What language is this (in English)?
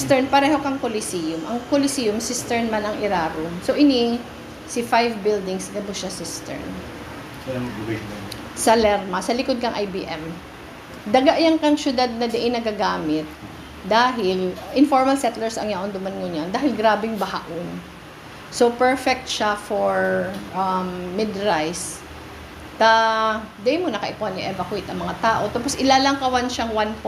Bikol